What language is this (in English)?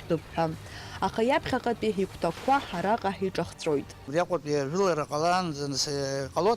Abkhazian